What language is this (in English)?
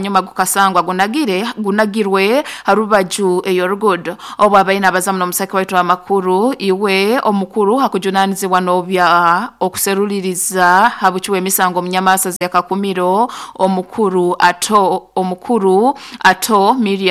Nyoro